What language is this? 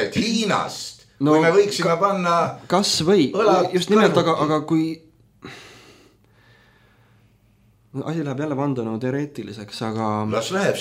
Estonian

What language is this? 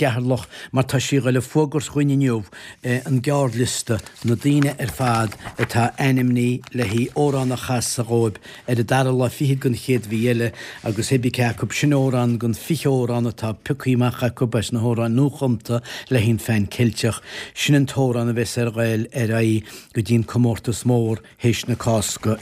Irish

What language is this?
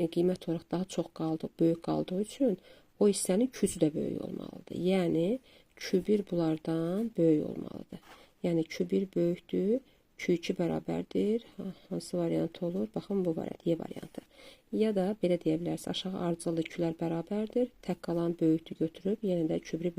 Azerbaijani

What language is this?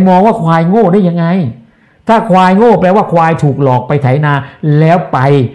Thai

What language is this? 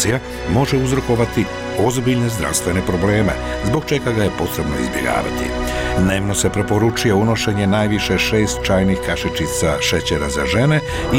Bosnian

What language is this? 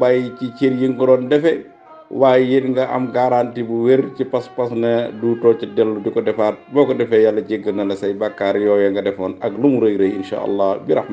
Wolof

